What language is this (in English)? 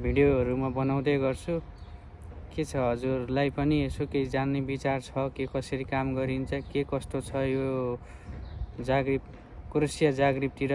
Nepali